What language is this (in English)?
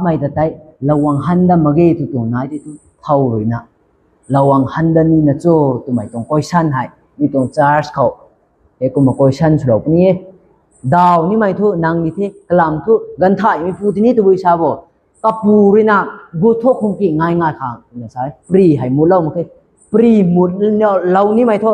Rongmei Naga